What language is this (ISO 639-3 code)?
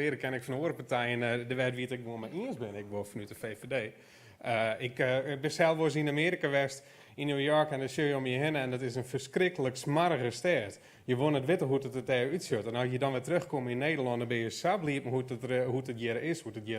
fry